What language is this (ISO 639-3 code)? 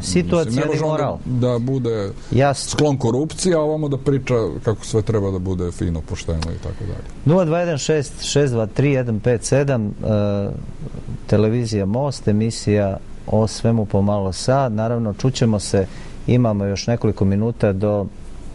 srp